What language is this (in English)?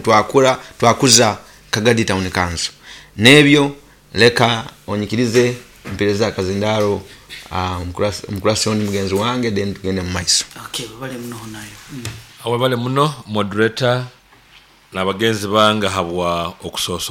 Nyoro